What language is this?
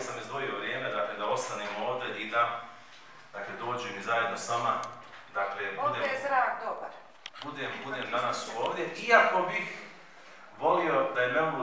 Bosnian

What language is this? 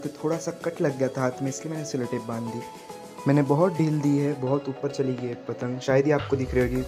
Hindi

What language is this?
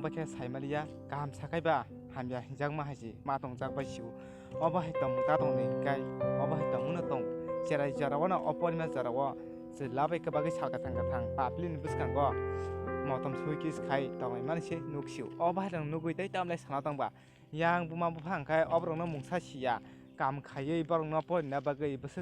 Kok Borok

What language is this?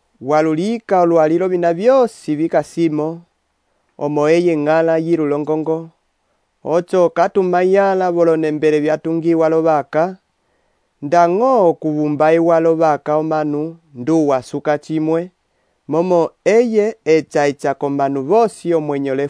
Umbundu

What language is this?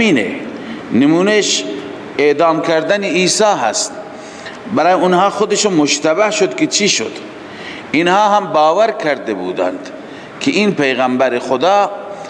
Persian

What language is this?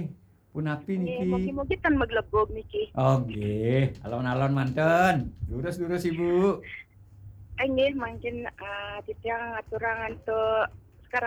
Balinese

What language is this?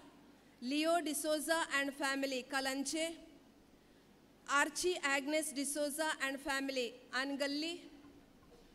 Konkani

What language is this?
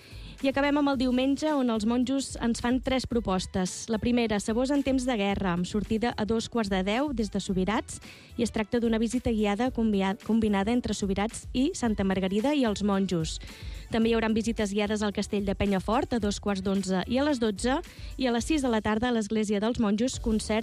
Catalan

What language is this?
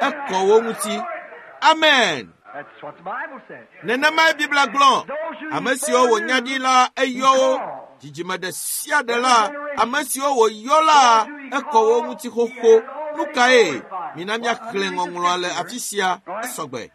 Ewe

